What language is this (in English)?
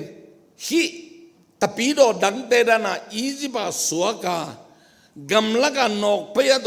Tedim Chin